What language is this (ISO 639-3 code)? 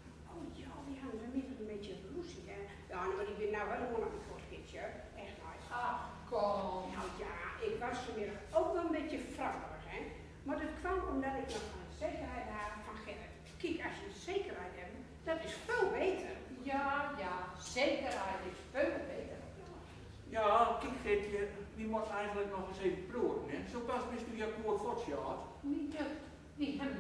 gos